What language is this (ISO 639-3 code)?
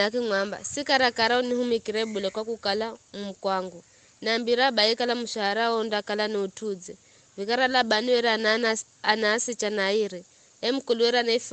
nyf